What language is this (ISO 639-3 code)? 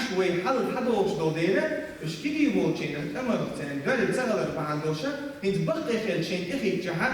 che